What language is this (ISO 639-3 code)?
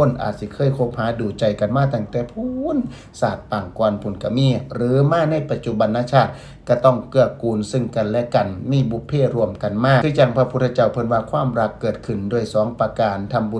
tts